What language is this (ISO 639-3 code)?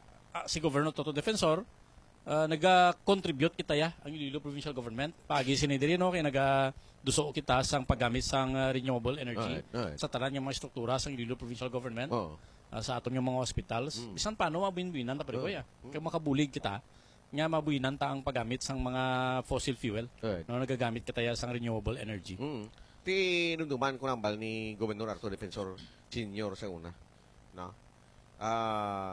hil